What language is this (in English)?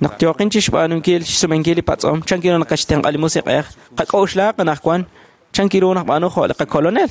Kekchí